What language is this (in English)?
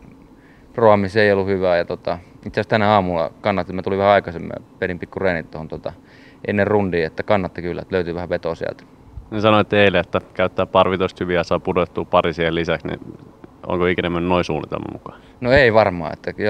Finnish